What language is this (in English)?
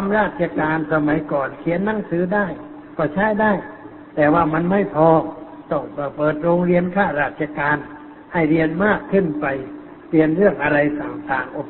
Thai